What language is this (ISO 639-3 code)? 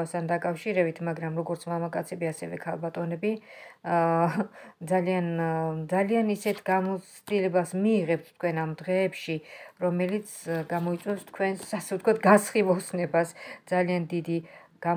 kat